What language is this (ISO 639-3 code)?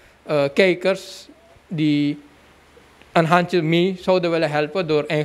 nld